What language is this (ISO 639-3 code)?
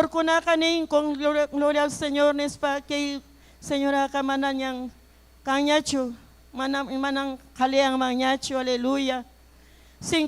quy